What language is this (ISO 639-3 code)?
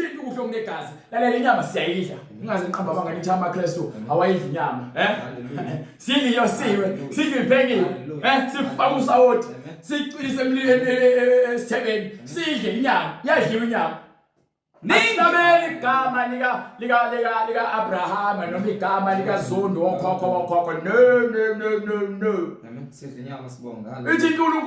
zul